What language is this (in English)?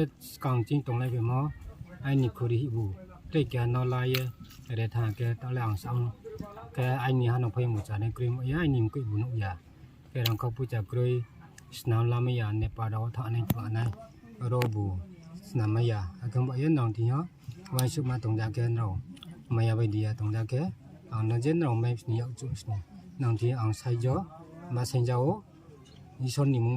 Riang (India)